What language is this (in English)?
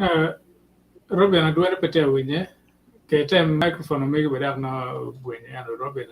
Acoli